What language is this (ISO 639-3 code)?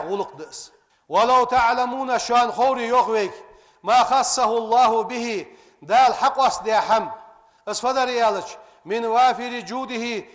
inh